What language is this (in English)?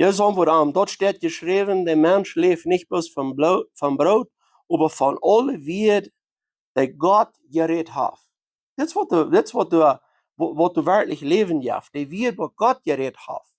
Plautdietsch